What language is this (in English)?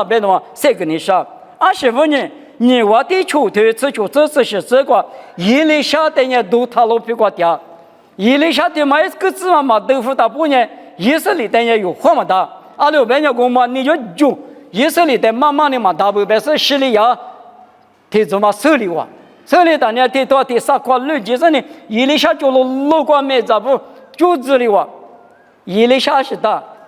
Lisu